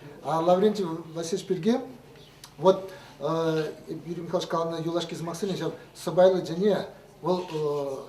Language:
Chuvash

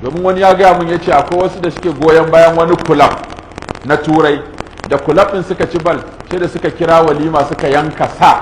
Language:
Hausa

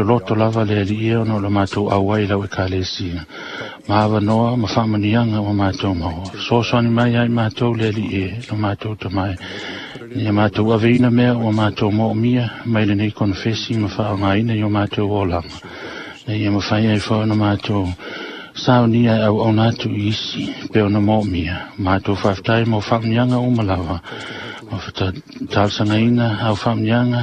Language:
Samoan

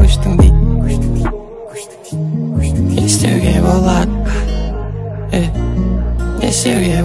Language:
Kazakh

